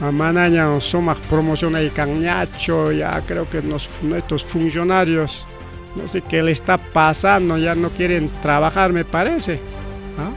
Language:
Ayacucho Quechua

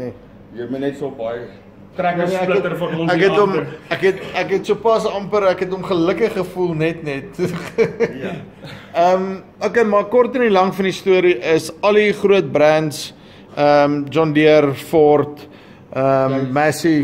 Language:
Afrikaans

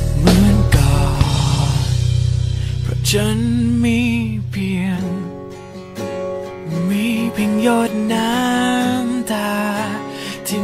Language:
Thai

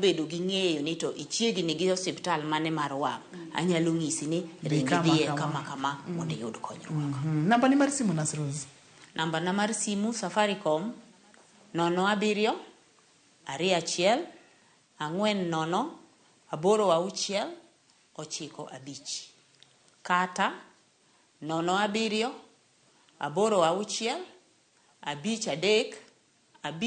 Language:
Luo (Kenya and Tanzania)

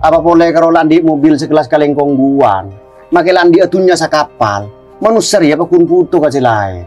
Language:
Madurese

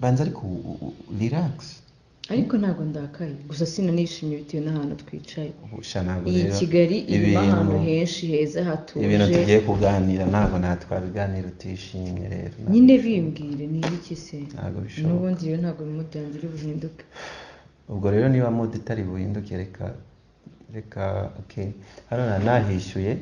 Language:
Kinyarwanda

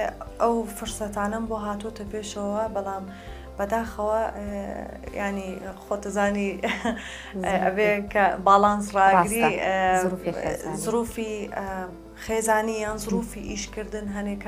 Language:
Central Kurdish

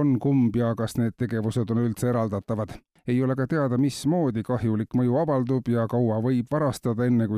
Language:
Estonian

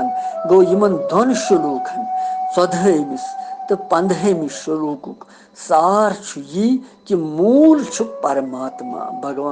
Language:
Kashmiri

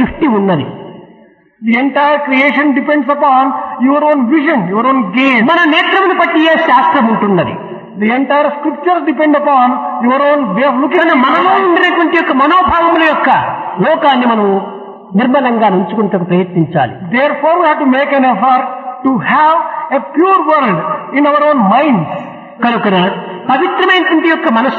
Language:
Telugu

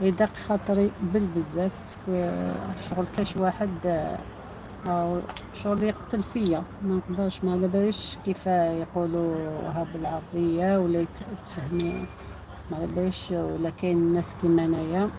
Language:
Algerian Arabic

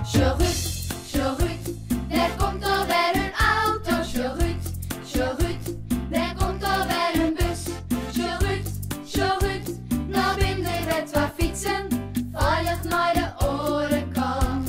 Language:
Western Frisian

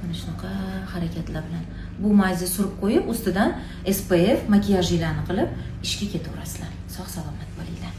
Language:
Uzbek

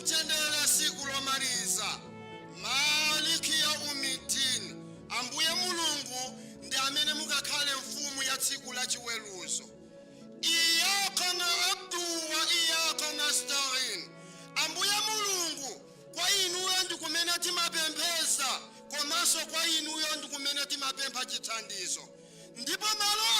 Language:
Nyanja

